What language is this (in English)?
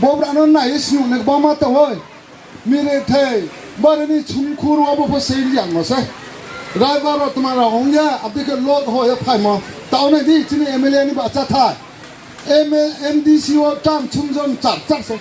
Riang (India)